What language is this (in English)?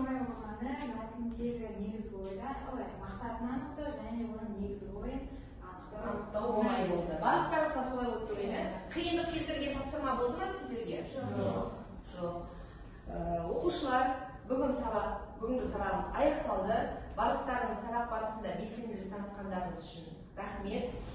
Kazakh